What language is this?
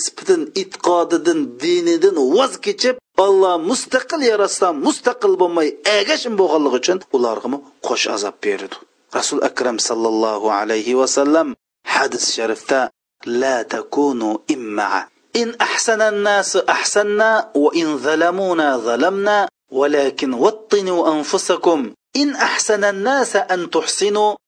Uyghur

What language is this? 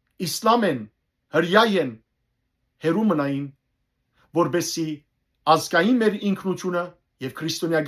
Western Armenian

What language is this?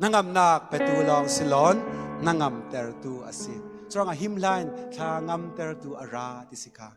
Falam Chin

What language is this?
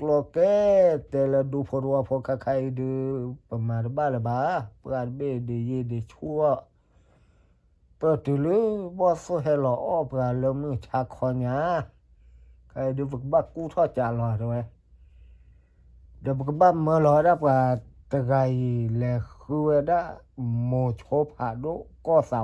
S'gaw Karen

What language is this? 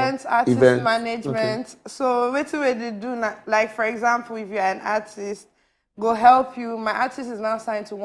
Nigerian Pidgin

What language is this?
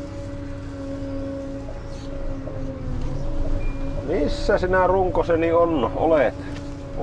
Finnish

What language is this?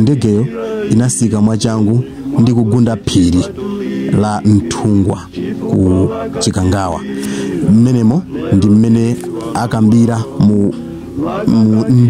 Nyanja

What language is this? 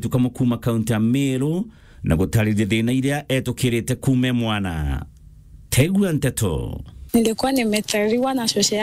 Meru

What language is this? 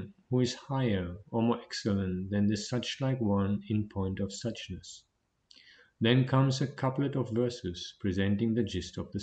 English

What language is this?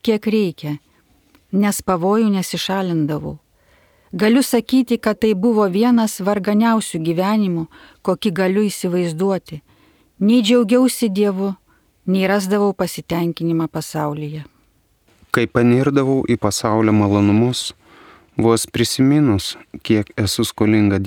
Lithuanian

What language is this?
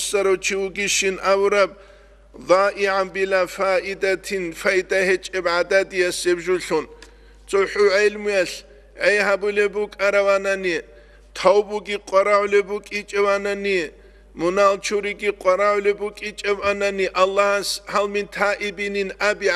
Avaric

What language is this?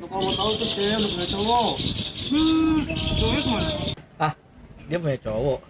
Betawi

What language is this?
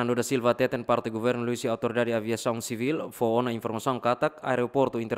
Tetum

